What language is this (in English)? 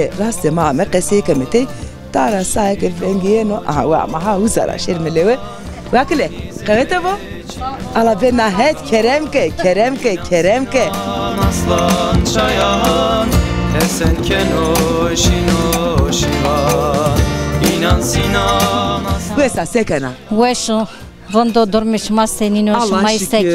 Zaza